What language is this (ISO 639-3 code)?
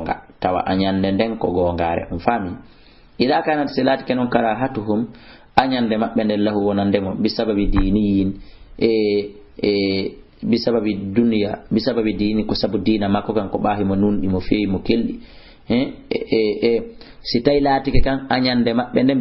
ful